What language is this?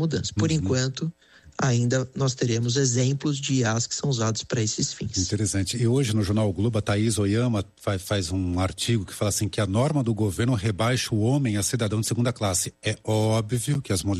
Portuguese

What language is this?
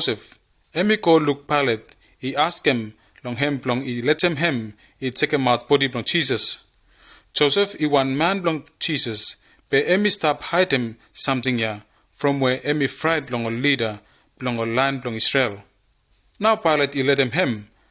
Bislama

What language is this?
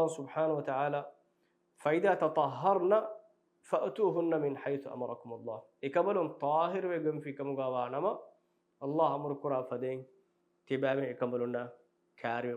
Divehi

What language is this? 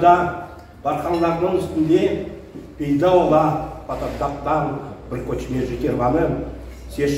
Crimean Tatar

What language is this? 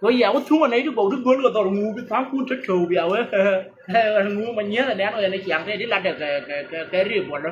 Nuer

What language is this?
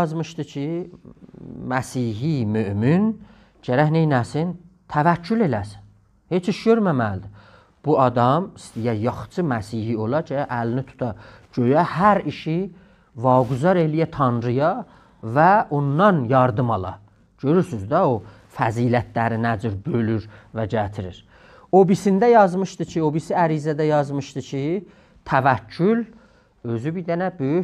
South Azerbaijani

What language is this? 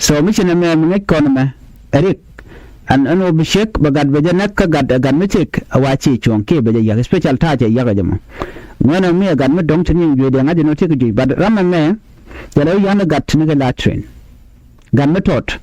Nuer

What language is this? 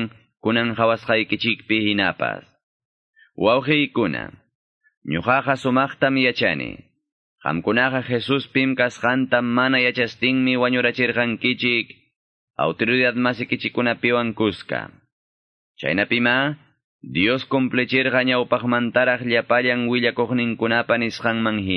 Quechua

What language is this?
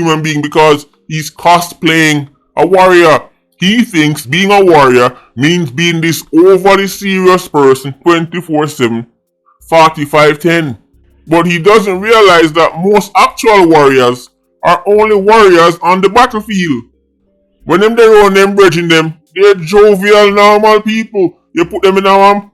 Jamaican Creole English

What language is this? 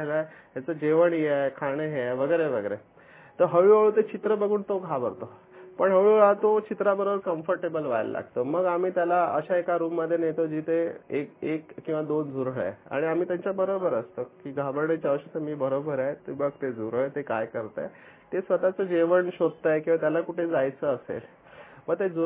Marathi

